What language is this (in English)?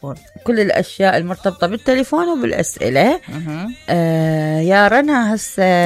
Mesopotamian Arabic